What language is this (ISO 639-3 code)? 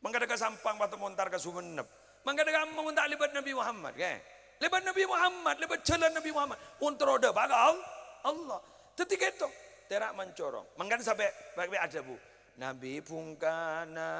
mad